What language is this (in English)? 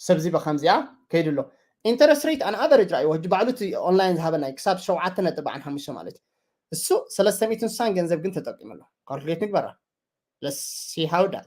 Tigrinya